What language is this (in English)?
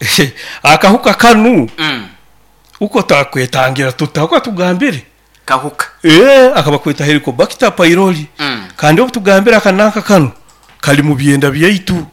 Nyoro